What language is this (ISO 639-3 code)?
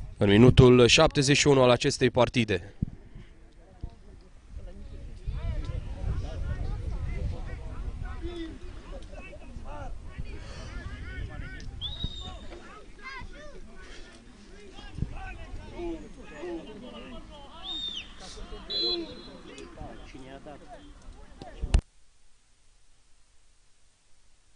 ron